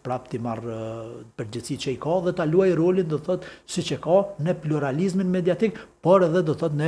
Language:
Albanian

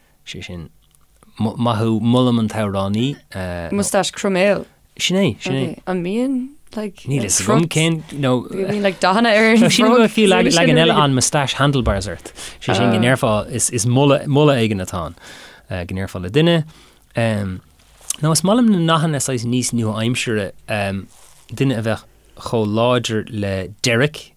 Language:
Irish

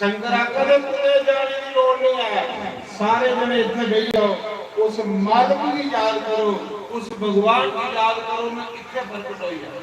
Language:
Dogri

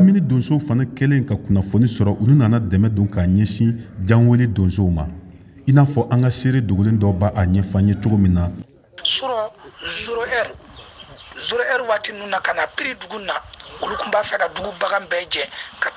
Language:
Bambara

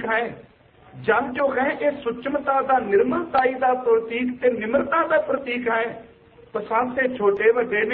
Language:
Punjabi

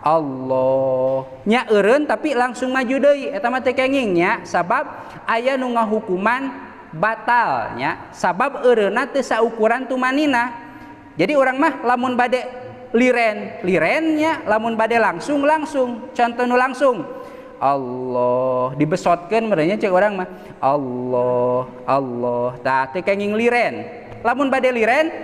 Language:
Sundanese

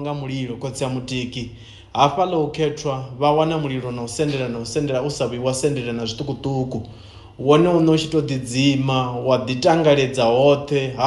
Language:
Venda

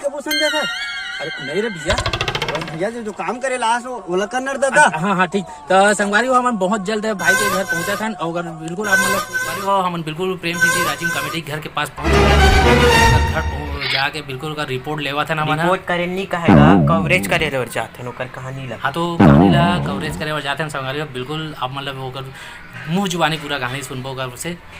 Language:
Chhattisgarhi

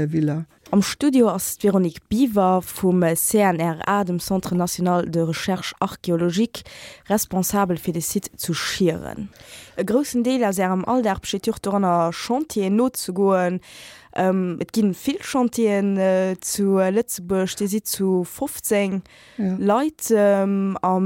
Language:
Luxembourgish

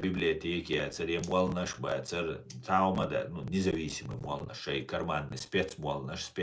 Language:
Chechen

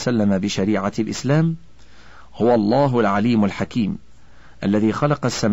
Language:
Arabic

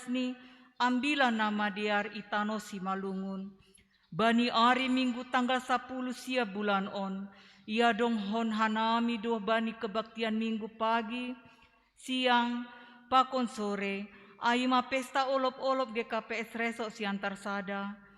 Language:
Batak Simalungun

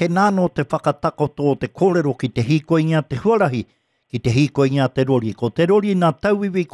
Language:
Māori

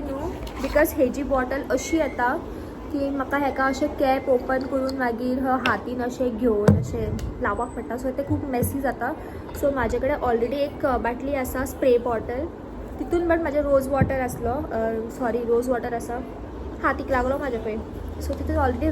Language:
Konkani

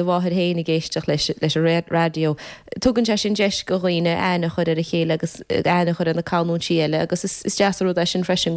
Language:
Irish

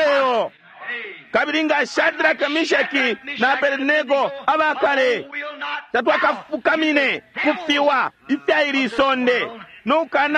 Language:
Bemba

